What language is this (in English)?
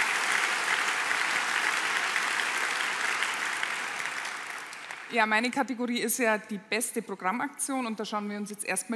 German